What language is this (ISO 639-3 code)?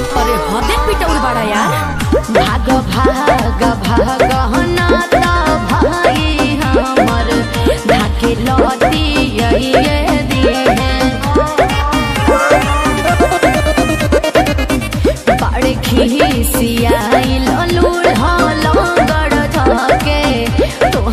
bho